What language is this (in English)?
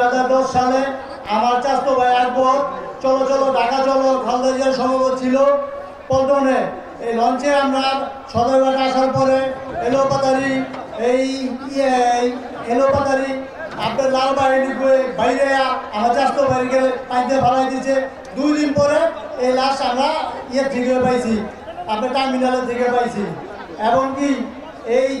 Bangla